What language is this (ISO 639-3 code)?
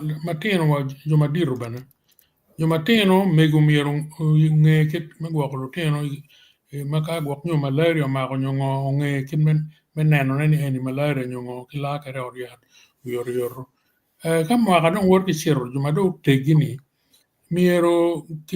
ach